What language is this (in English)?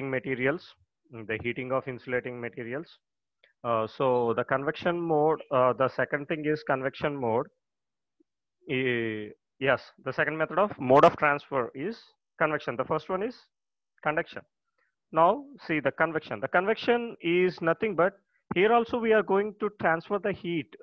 English